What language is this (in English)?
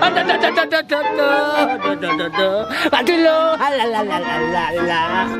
Achinese